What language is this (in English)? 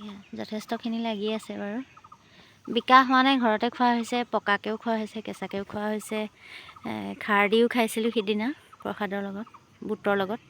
Assamese